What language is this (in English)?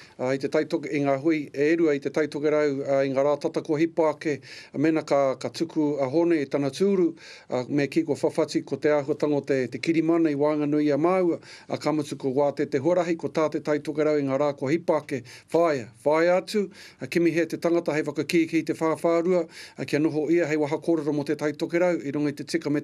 Māori